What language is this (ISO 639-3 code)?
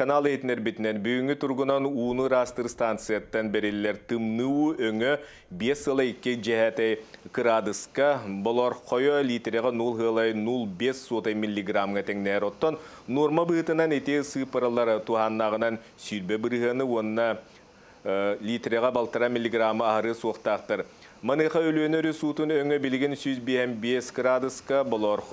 sah